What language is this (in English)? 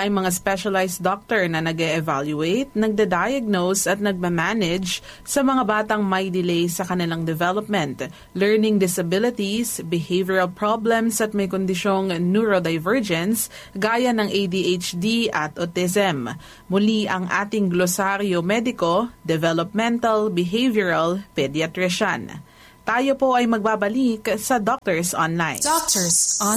Filipino